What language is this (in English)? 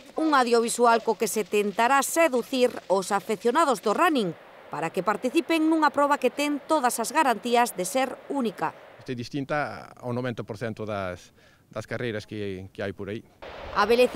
Galician